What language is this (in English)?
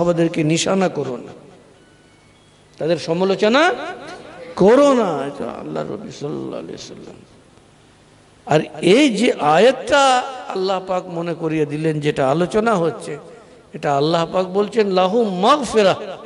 Bangla